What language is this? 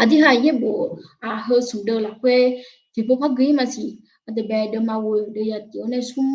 Akha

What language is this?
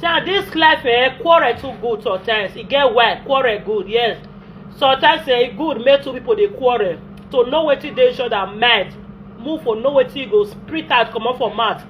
Nigerian Pidgin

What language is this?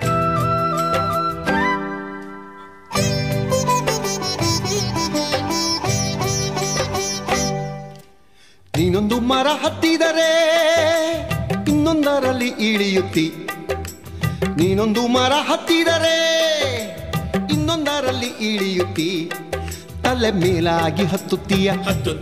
Kannada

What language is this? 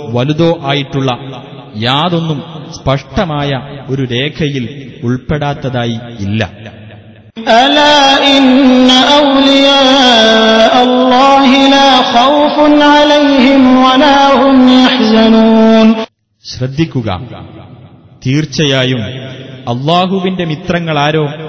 Malayalam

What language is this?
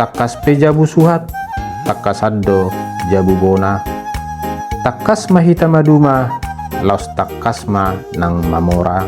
Batak Toba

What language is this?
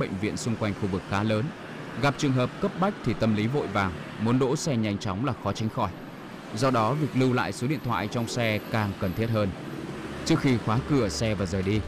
Vietnamese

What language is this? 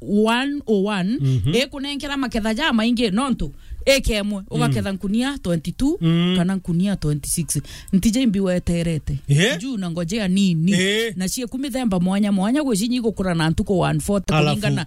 Meru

